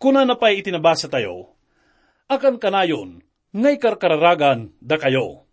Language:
Iloko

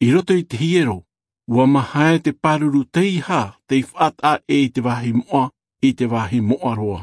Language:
Tahitian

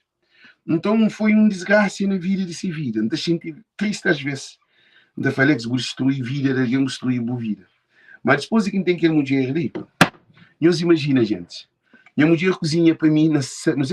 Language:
Kabuverdianu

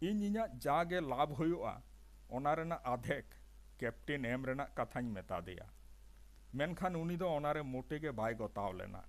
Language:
Santali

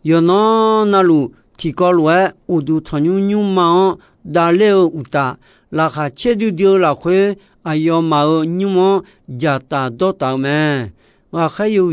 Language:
Akha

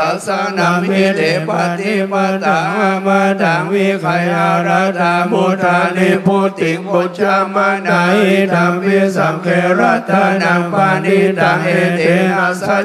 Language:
Pali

